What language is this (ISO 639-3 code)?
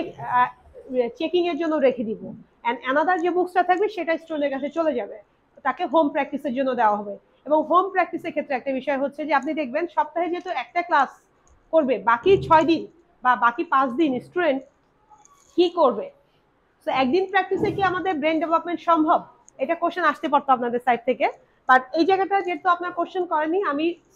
ben